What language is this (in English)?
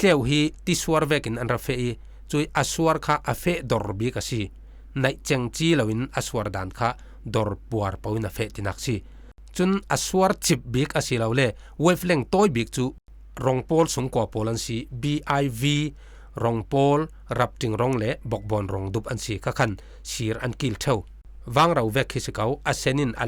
Falam Chin